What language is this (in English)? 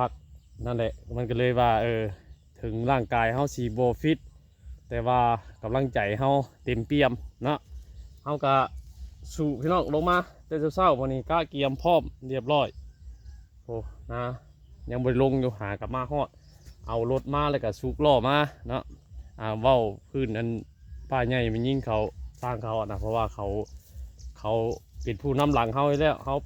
Northeastern Thai